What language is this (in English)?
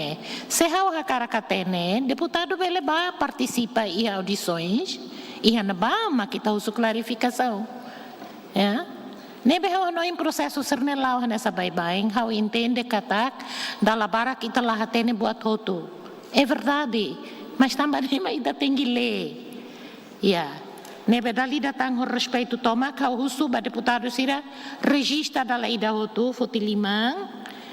Tetum